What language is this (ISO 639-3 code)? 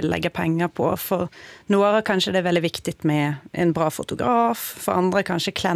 swe